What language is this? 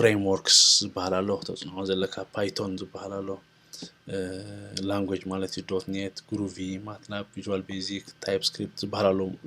Tigrinya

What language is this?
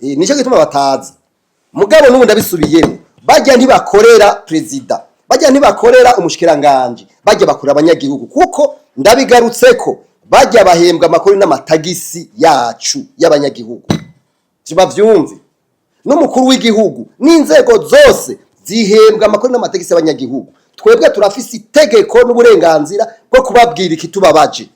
Rundi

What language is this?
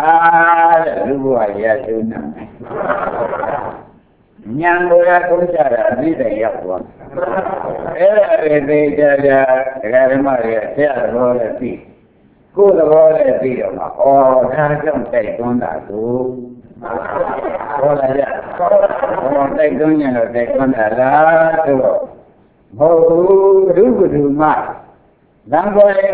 Burmese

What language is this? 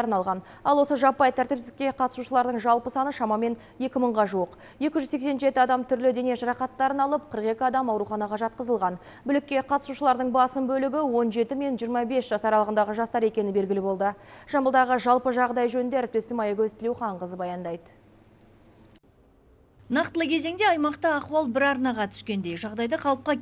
Kazakh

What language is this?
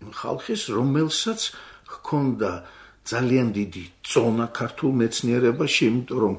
Georgian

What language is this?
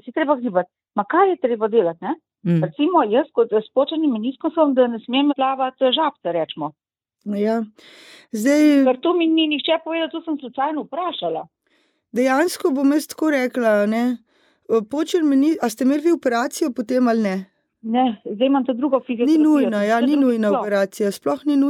Slovenian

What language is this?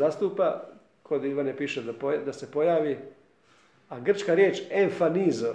Croatian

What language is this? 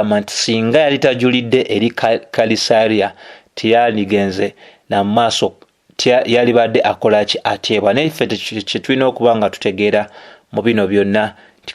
Ganda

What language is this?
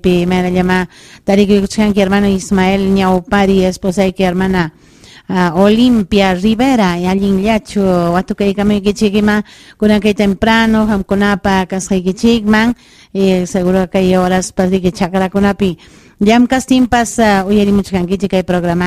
Ayacucho Quechua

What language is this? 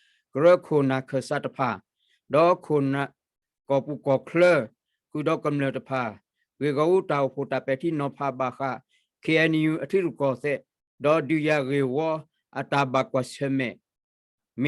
S'gaw Karen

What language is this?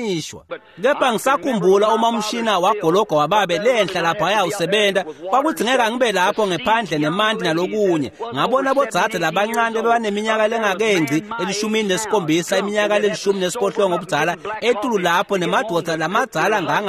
Swati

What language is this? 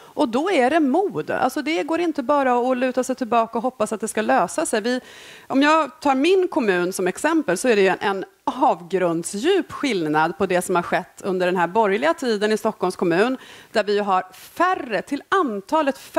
Swedish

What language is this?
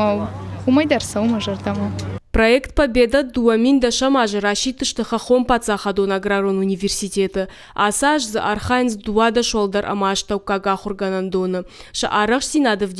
Ossetic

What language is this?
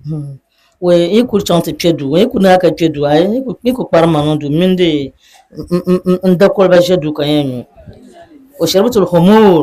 Dagbani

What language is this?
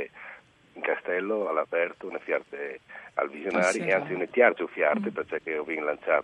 Friulian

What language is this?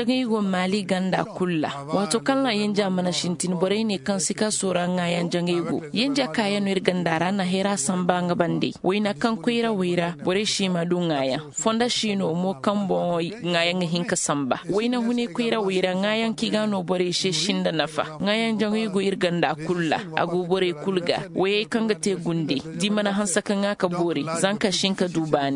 Zarma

